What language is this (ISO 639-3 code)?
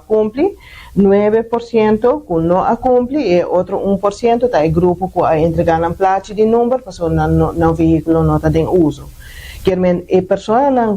pap